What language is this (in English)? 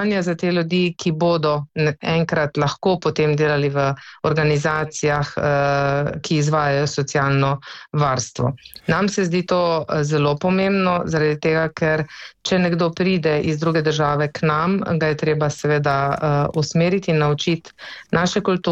Slovenian